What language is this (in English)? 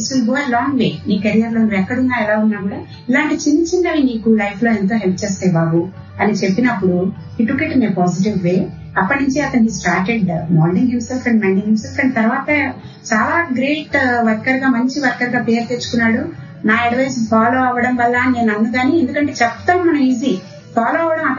Telugu